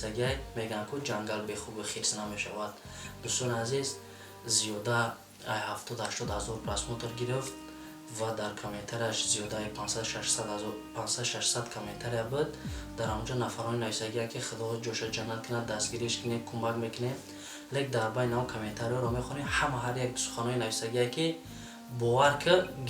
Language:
Tajik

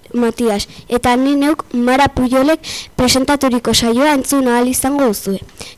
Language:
Basque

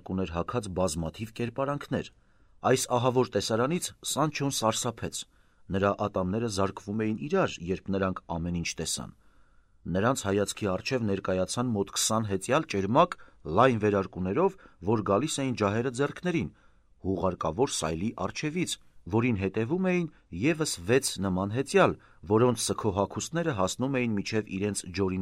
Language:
Armenian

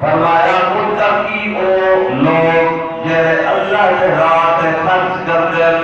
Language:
Saraiki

